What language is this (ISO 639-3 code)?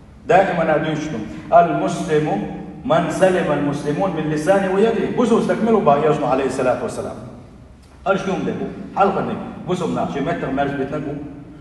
che